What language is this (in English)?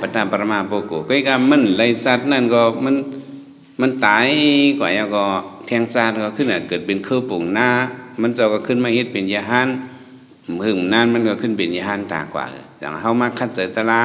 Shan